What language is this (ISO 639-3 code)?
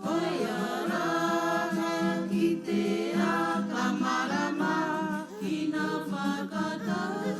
mri